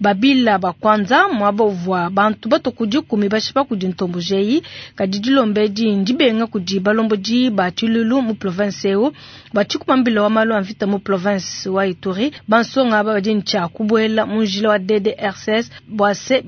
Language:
Luba-Lulua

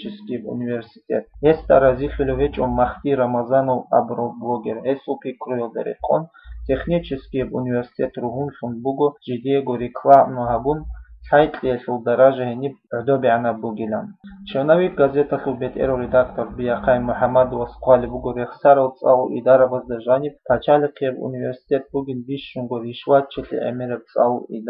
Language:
Avaric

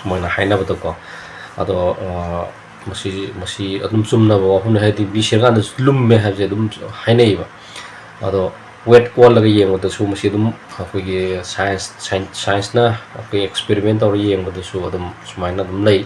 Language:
Manipuri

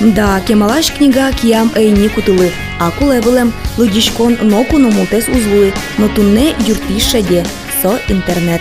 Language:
Udmurt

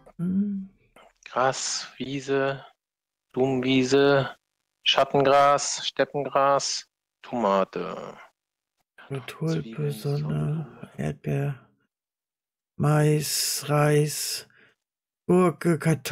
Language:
German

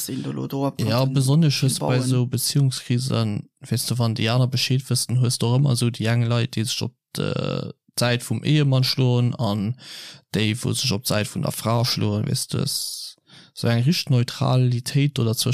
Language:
Luxembourgish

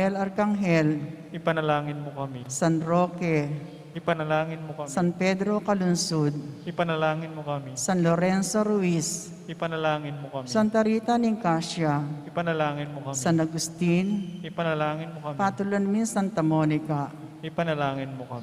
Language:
Pampanga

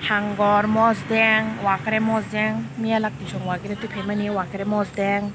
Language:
Kok Borok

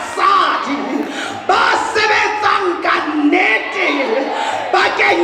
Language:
Southern Sotho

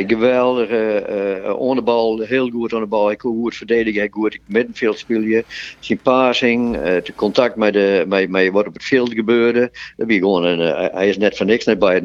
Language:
Western Frisian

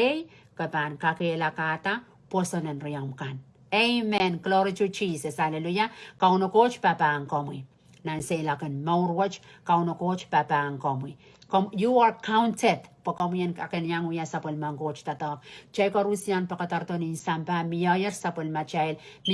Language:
Pohnpeian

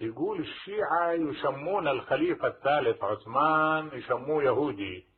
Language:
Mesopotamian Arabic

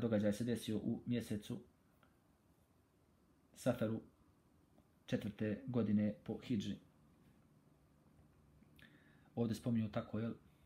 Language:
Bosnian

